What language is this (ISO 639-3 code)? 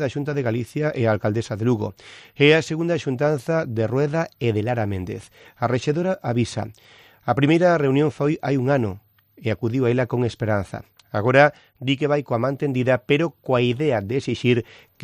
glg